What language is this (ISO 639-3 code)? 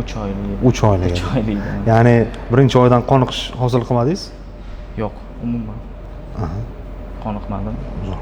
uzb